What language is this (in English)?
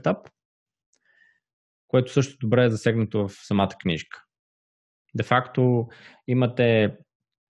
Bulgarian